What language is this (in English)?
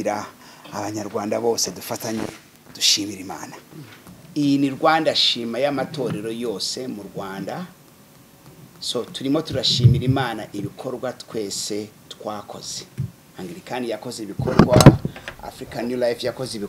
Kinyarwanda